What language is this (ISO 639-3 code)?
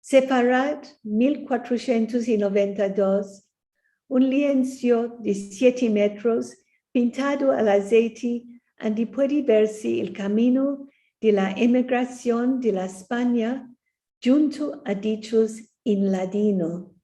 lad